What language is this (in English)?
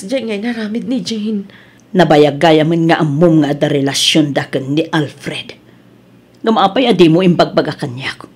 Iloko